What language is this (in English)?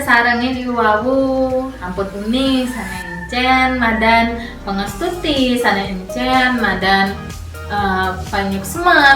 Balinese